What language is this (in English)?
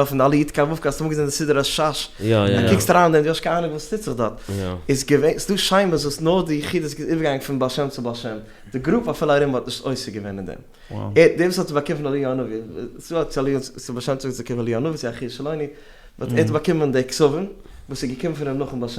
Yiddish